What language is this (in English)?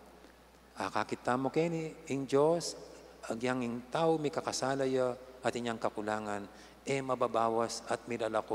Pampanga